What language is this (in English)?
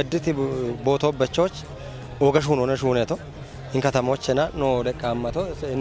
Kafa